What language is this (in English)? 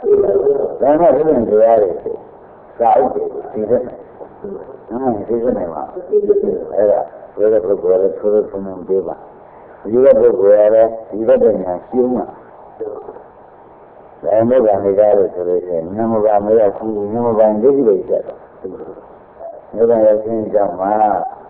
Burmese